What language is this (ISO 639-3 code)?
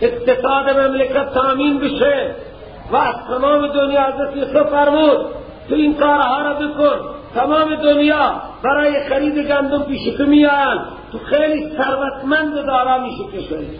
fas